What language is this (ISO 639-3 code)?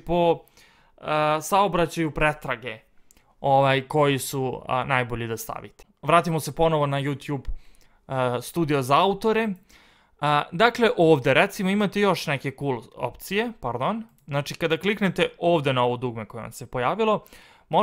srp